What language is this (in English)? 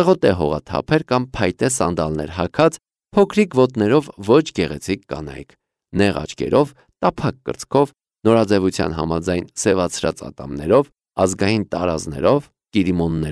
Armenian